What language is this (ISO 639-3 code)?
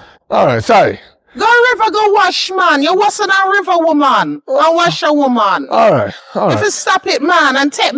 jam